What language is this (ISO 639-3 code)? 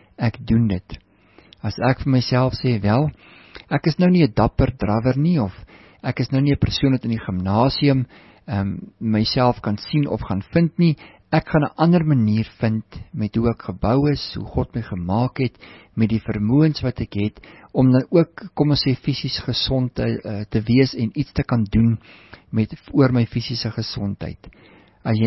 afr